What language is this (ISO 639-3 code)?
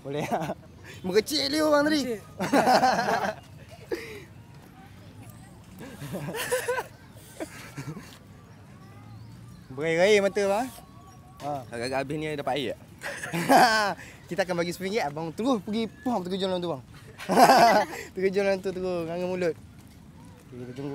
msa